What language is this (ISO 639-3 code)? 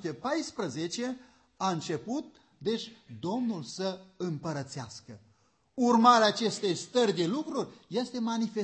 ron